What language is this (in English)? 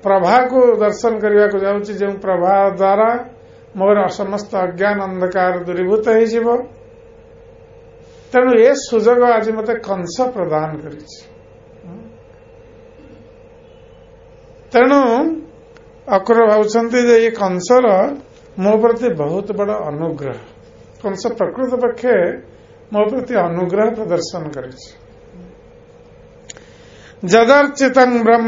Odia